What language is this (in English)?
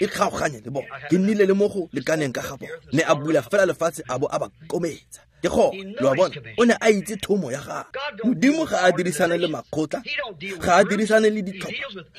Tswana